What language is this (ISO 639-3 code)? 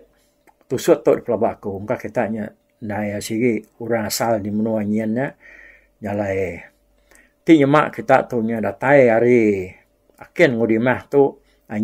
iba